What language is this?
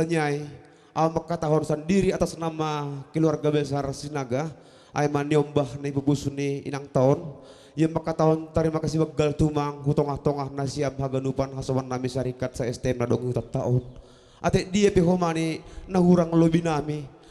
Batak Simalungun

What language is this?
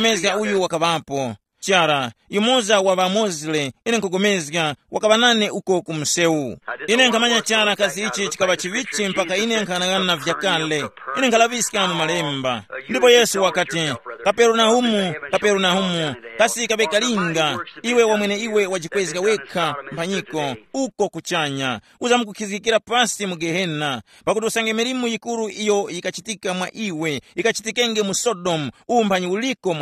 Tumbuka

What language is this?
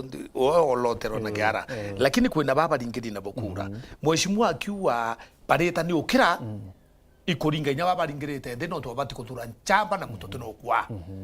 Meru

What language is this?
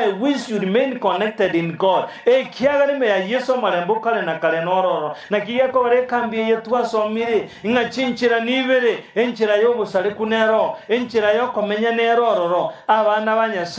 Gusii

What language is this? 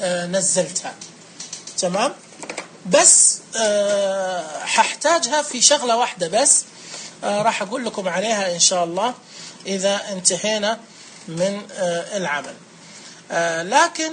Najdi Arabic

